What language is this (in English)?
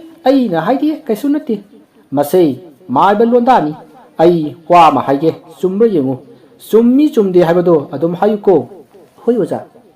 Manipuri